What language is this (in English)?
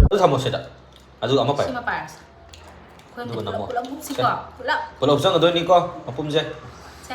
Manipuri